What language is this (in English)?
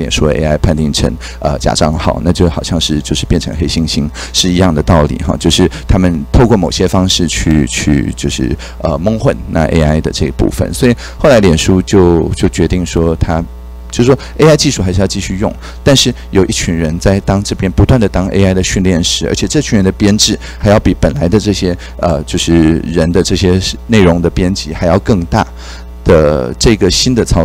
Chinese